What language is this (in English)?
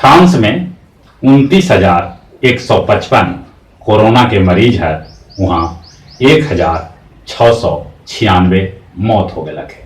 Magahi